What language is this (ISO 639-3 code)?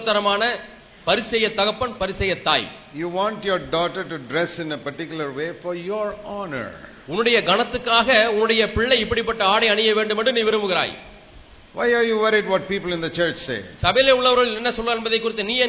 tam